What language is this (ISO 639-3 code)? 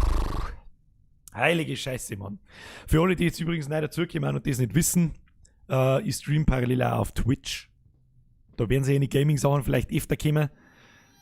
bar